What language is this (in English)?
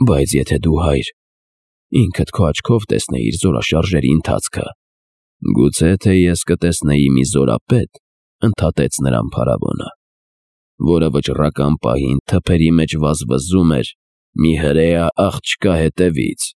Armenian